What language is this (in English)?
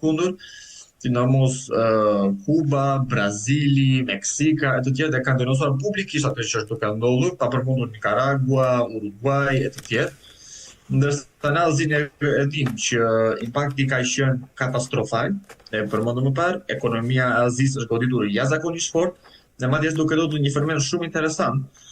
Albanian